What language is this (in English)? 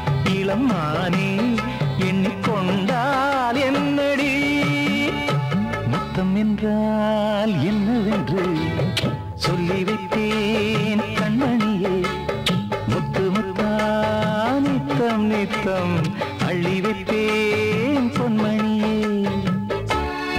Tamil